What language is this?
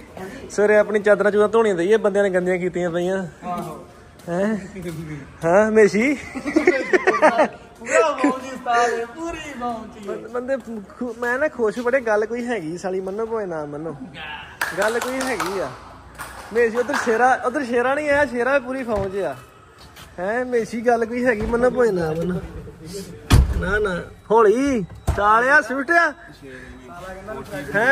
Punjabi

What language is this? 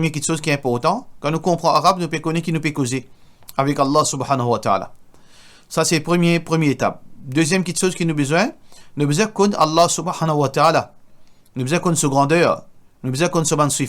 Morisyen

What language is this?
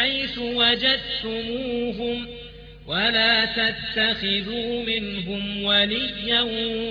Arabic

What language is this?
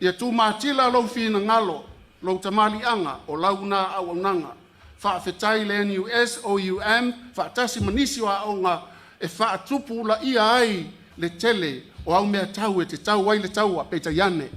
Samoan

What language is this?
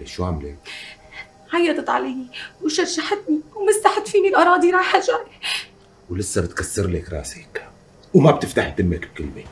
North Levantine Arabic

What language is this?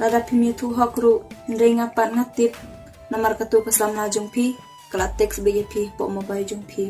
Khasi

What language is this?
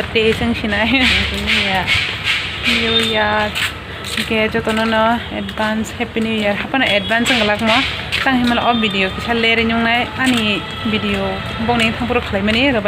Kok Borok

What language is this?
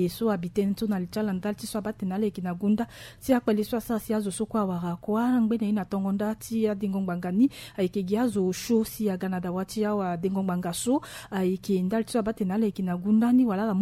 Sango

